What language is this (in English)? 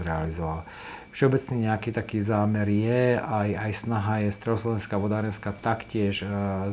Slovak